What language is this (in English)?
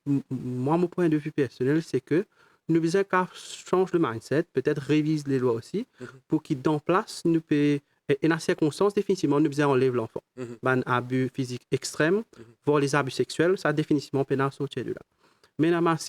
Morisyen